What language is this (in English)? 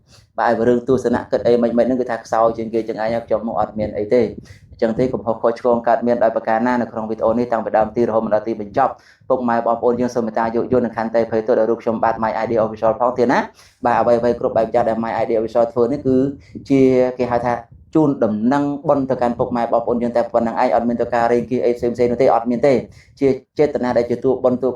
Khmer